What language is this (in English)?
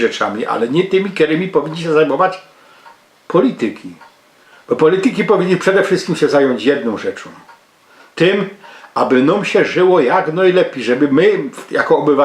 Silesian